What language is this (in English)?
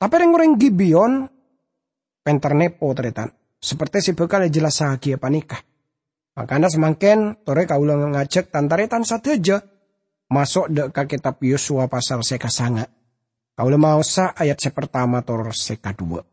Madurese